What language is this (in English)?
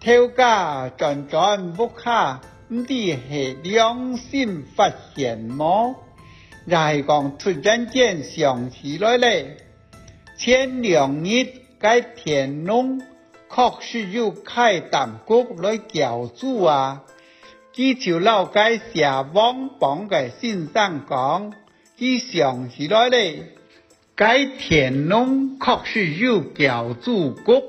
Hakka Chinese